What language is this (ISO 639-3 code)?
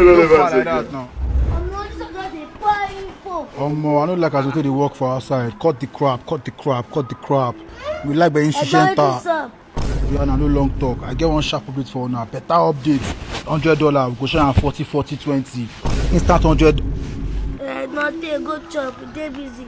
pcm